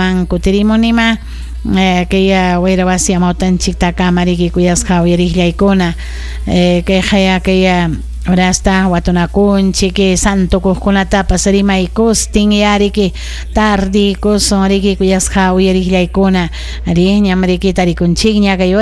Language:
Ayacucho Quechua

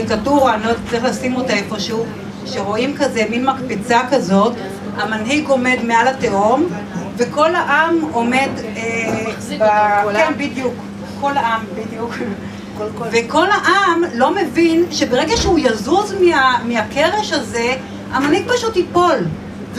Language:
Hebrew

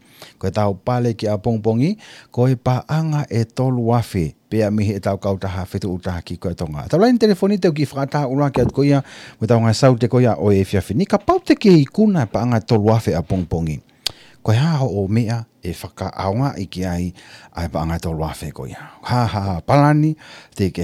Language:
Tongan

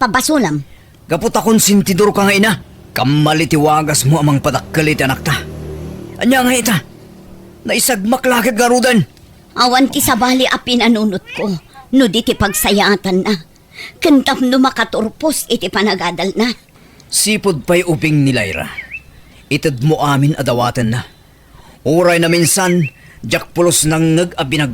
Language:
Iloko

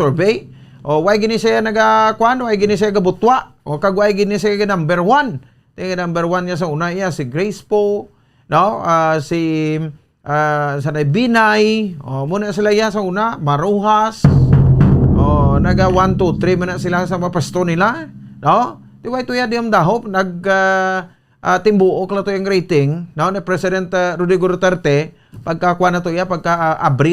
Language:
Hiligaynon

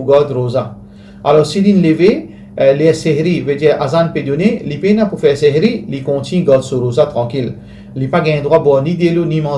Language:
Morisyen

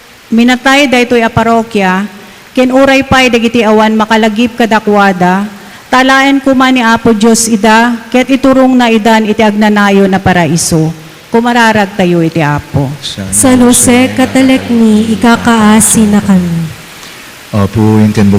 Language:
Iloko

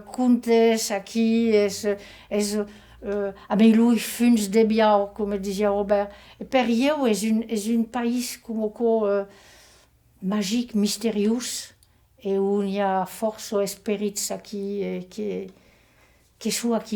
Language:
Occitan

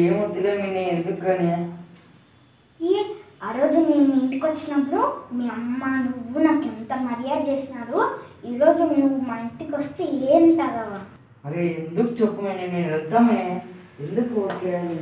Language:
Telugu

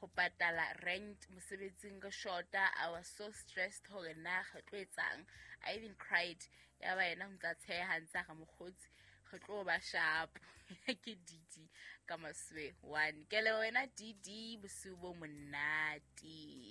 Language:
Southern Sotho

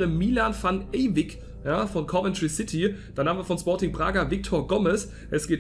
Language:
German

